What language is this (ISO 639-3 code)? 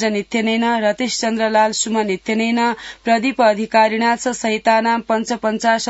san